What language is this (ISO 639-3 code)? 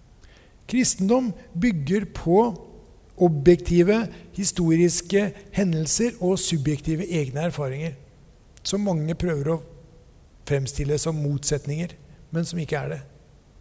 nor